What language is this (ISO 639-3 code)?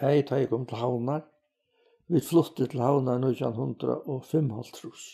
fao